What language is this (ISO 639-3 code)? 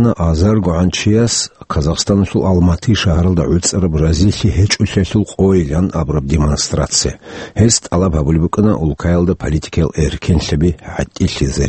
ava